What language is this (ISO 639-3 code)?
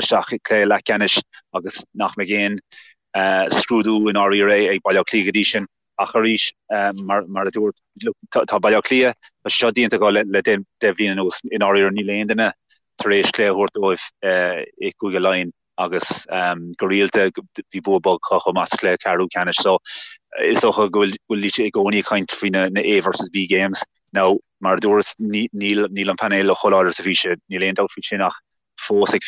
gle